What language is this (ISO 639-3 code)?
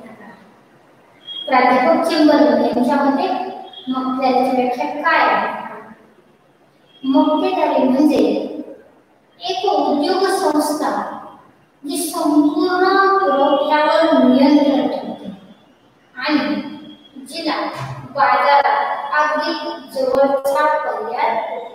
mar